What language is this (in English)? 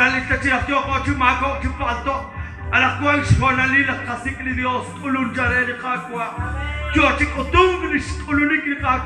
Kekchí